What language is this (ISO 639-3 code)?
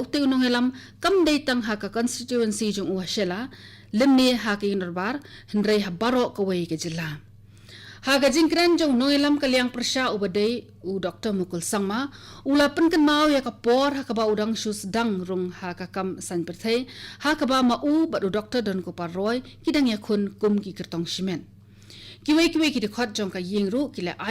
kha